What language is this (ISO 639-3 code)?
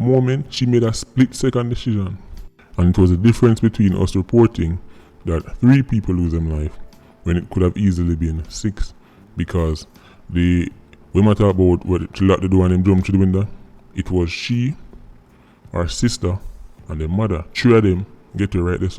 jam